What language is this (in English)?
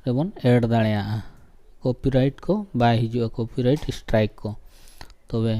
Santali